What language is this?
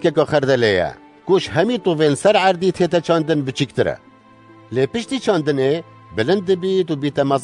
Kurdish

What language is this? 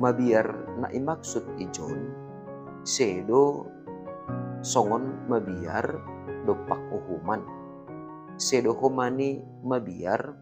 Batak Simalungun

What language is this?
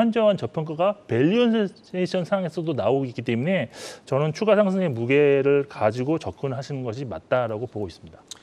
Korean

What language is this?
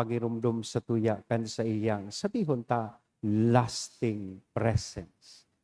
Bikol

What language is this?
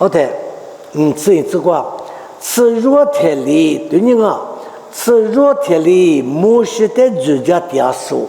Lisu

